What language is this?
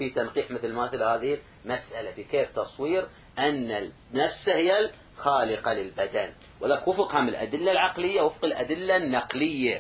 Arabic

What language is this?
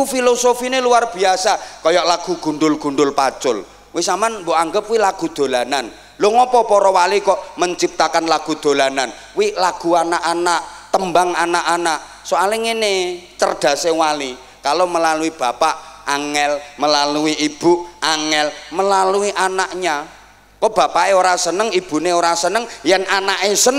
Indonesian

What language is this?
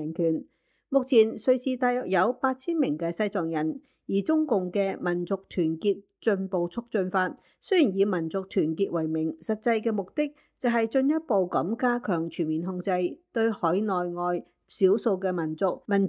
Cantonese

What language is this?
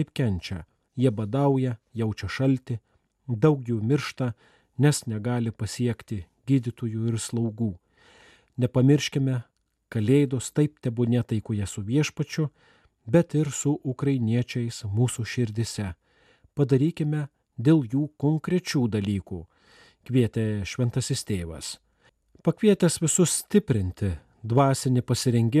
Lithuanian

